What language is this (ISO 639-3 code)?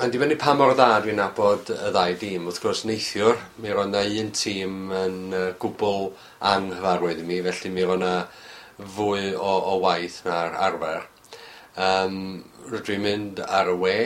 cym